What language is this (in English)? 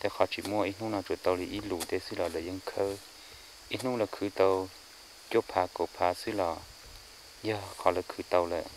Hmong